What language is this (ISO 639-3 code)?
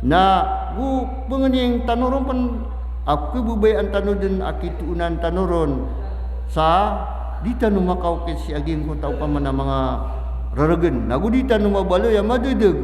mrw